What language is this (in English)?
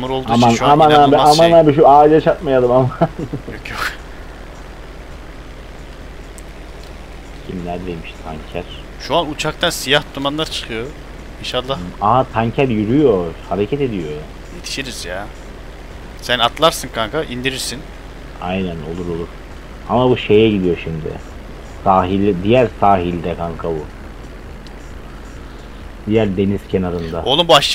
Turkish